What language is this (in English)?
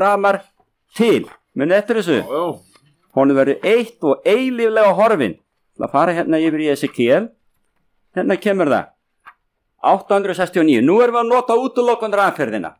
Icelandic